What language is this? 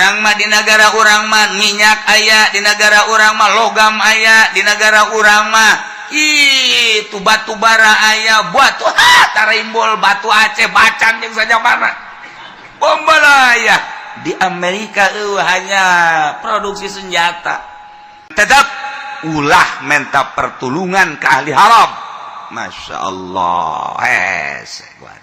Sundanese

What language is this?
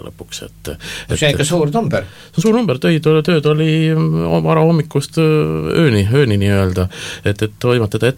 Estonian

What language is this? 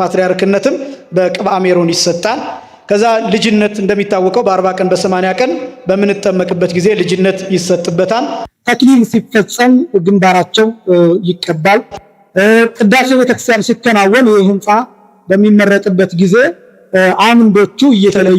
Amharic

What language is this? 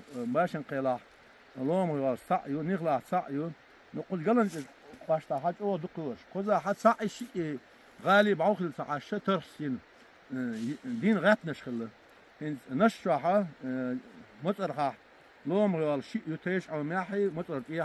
Chechen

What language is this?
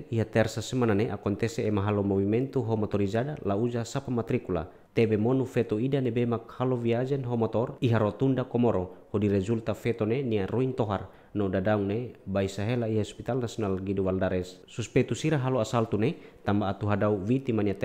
Tetum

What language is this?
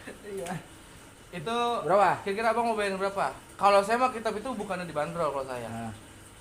Betawi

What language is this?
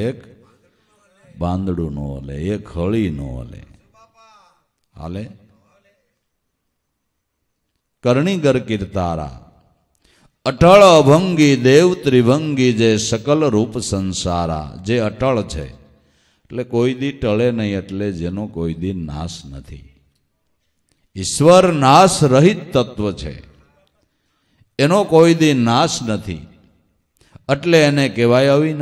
Gujarati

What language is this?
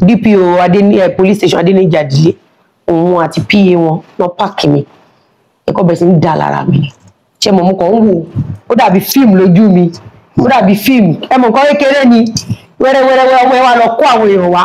Yoruba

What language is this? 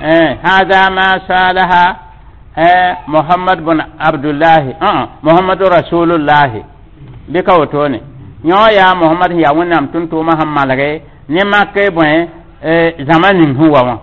Mossi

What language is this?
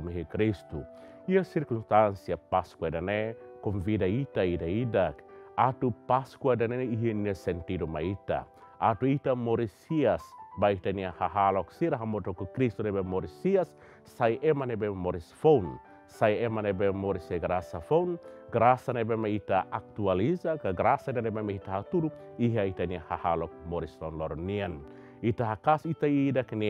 Tetum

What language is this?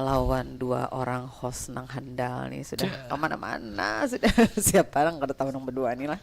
Banjar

